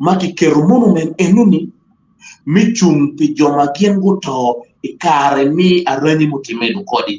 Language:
Acoli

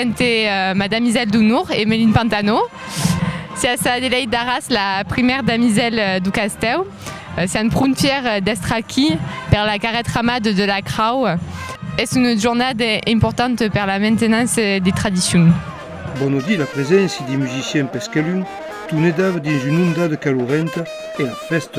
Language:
Occitan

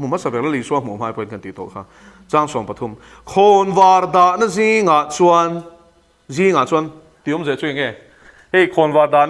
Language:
Mizo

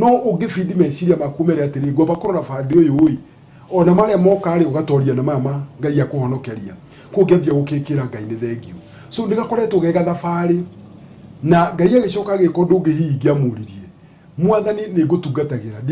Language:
Kikuyu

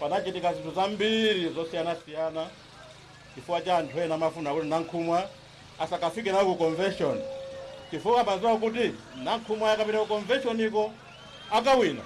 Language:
Nyanja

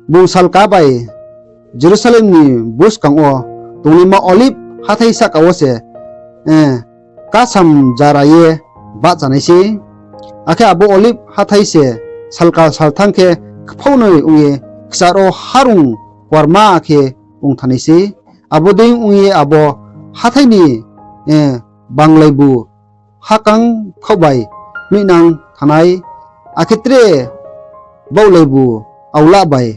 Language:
Riang (India)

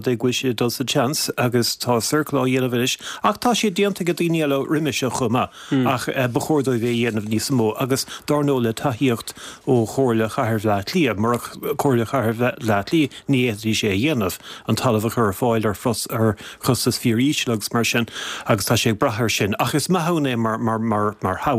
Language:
Irish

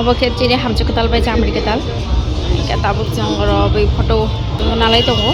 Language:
Kok Borok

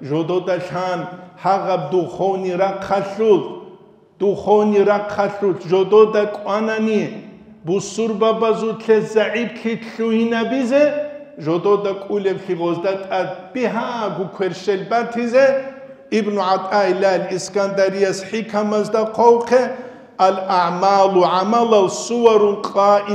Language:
Avaric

